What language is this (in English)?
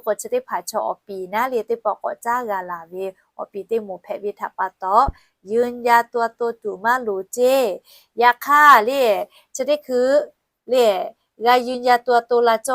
Lahu